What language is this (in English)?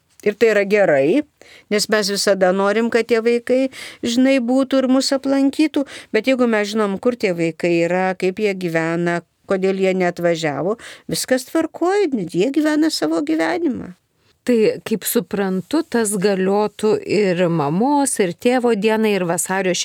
Lithuanian